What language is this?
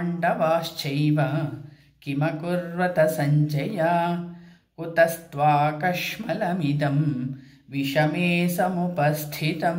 Sanskrit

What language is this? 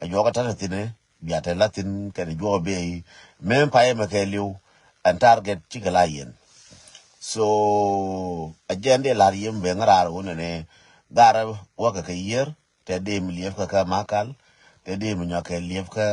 Nuer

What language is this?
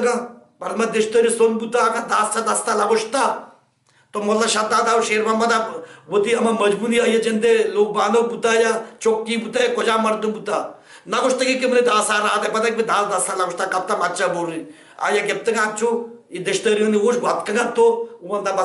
Baluchi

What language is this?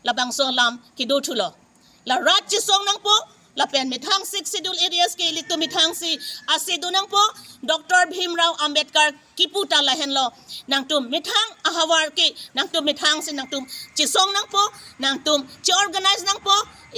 Karbi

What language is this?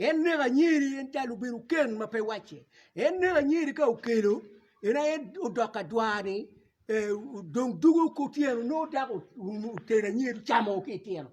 Acoli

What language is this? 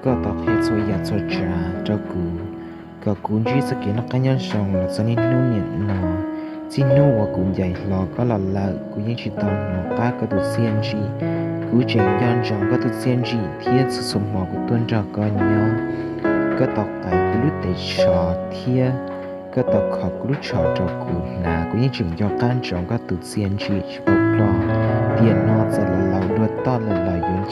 Hmong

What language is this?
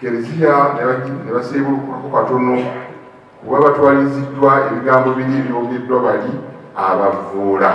Ganda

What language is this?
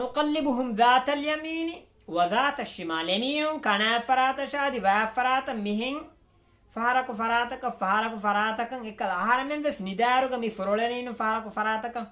Divehi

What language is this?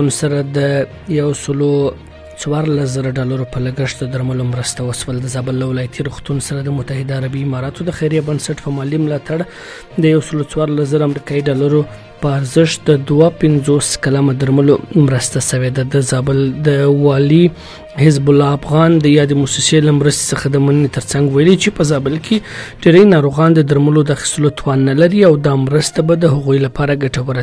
Pashto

